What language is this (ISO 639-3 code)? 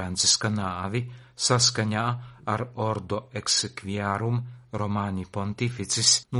lav